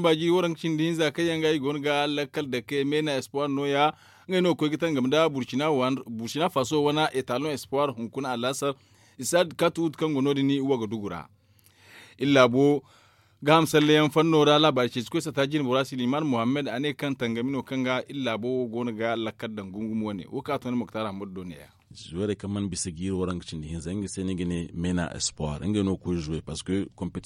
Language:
Zarma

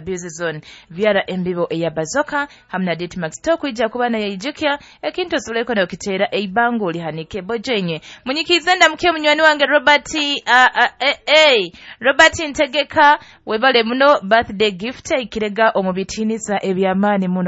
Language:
Nyoro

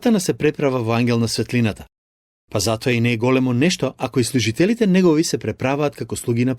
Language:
Macedonian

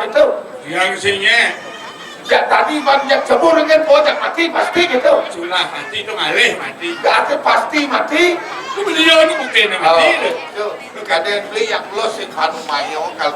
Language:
Balinese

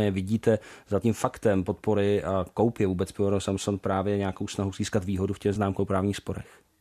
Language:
Czech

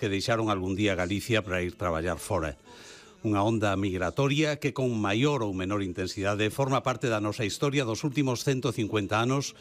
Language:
Galician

